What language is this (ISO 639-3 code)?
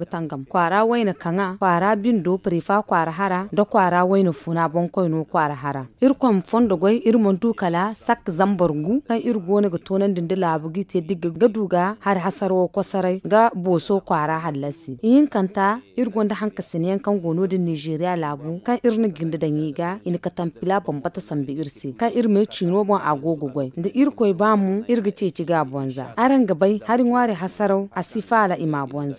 dje